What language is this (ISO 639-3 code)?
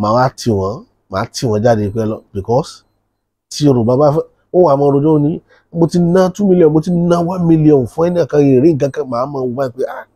yor